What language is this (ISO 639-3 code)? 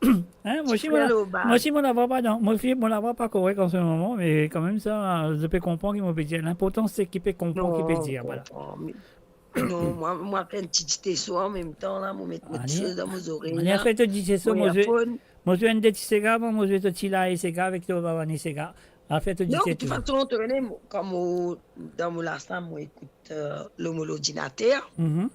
mfe